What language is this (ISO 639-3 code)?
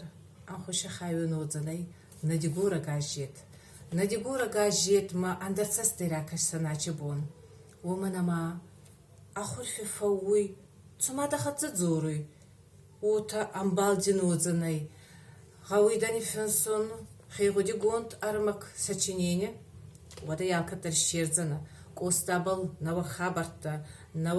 oss